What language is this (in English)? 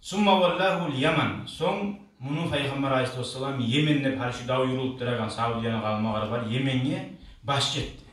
Kumyk